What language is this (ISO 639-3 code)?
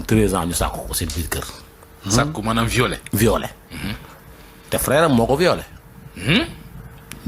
wol